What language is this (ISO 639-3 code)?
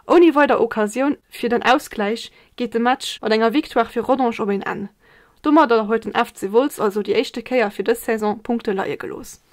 ltz